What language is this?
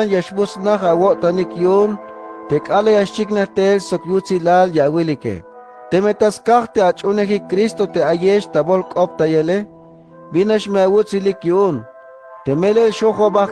Tzeltal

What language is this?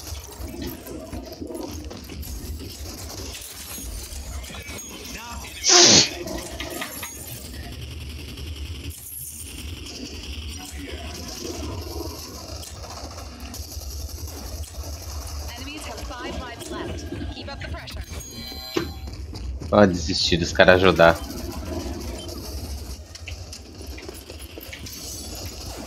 Portuguese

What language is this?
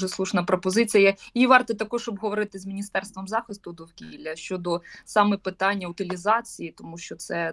Ukrainian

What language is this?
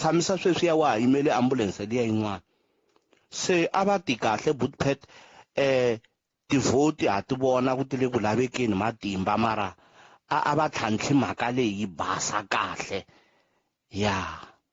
Tsonga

